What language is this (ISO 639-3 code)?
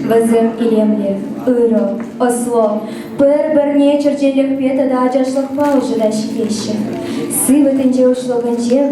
chv